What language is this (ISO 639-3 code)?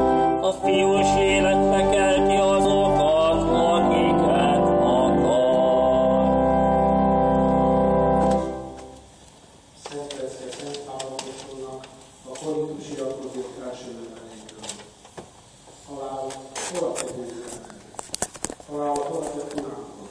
hun